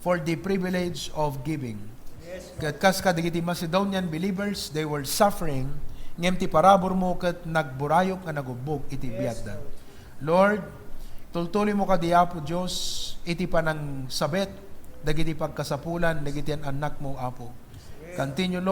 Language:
Iloko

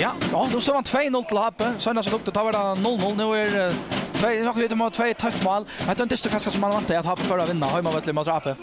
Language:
Faroese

